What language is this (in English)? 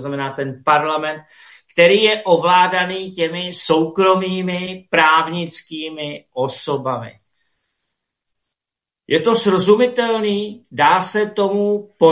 Czech